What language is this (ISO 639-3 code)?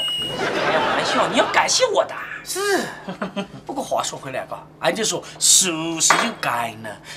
zho